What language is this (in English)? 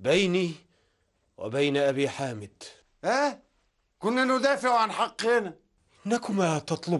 Arabic